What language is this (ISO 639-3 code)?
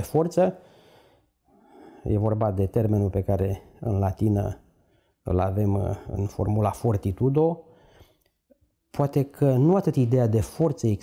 ron